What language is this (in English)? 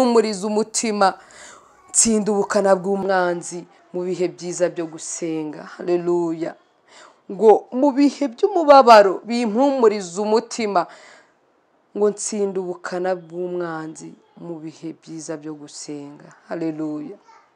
Kinyarwanda